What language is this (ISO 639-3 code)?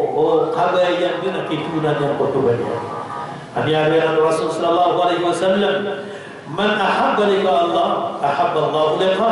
mrw